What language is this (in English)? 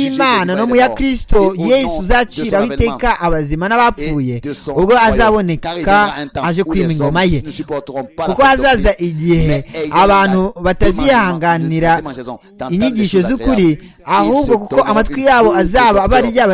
Kinyarwanda